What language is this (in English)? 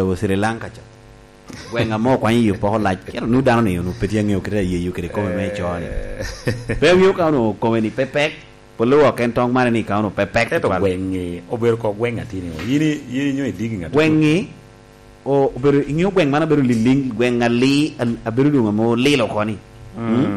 Lango (Uganda)